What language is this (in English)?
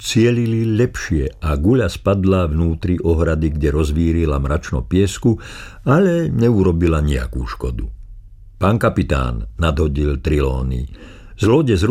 Slovak